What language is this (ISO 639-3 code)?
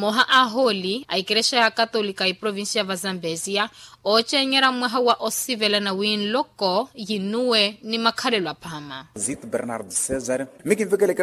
vmw